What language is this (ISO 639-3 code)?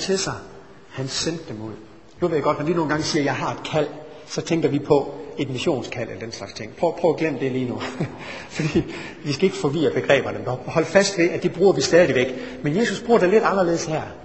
dan